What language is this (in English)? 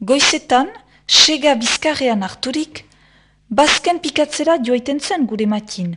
Basque